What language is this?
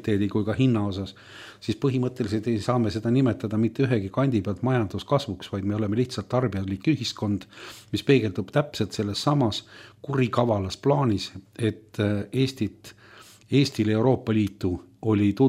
Estonian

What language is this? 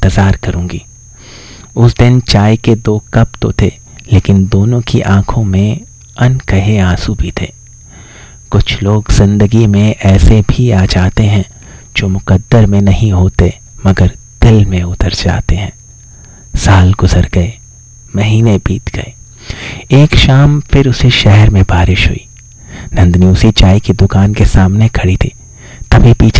Hindi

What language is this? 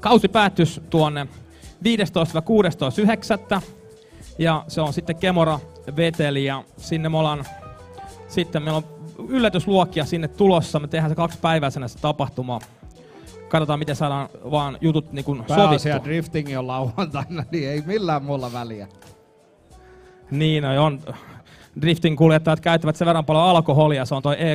Finnish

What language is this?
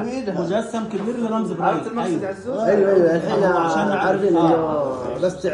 Najdi Arabic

